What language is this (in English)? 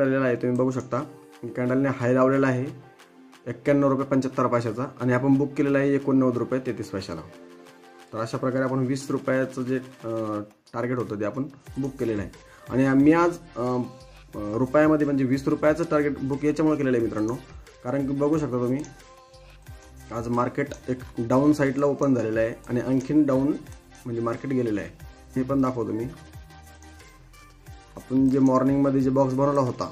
Marathi